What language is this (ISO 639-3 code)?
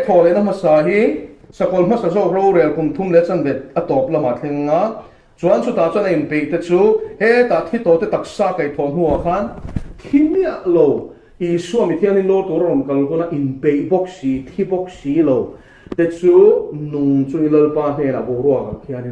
lus